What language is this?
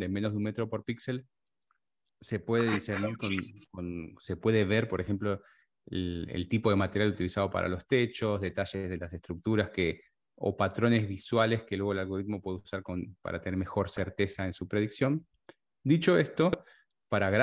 Spanish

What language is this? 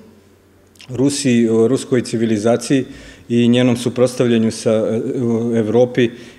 Serbian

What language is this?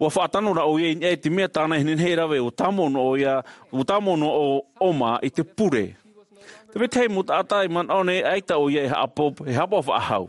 Tahitian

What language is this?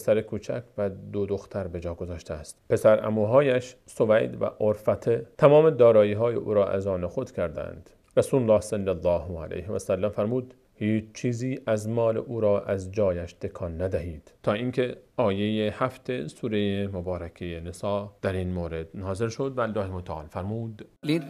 Persian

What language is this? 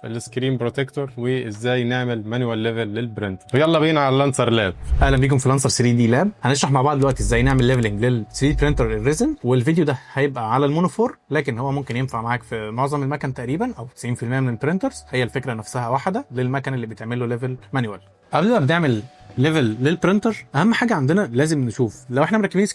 Egyptian Arabic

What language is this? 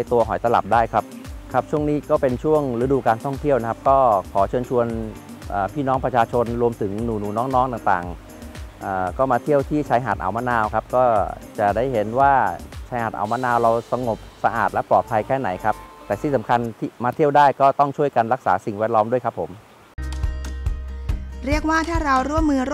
Thai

